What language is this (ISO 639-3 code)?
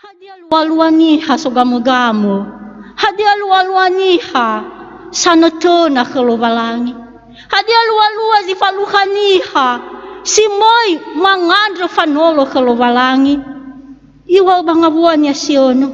nia